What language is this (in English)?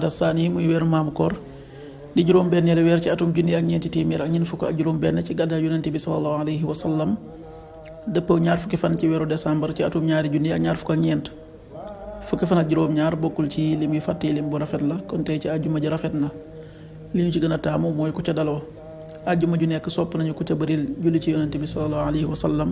Wolof